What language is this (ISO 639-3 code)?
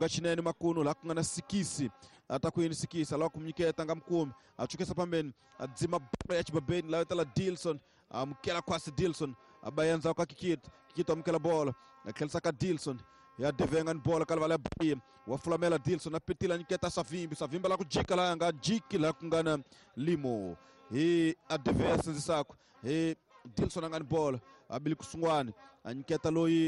tso